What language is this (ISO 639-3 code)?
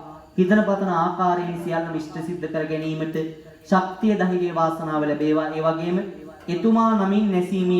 sin